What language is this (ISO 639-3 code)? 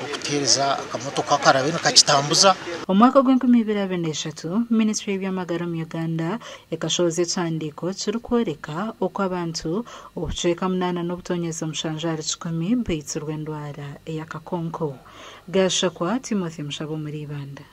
nyn